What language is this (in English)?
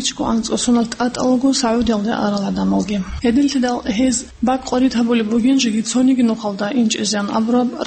Avaric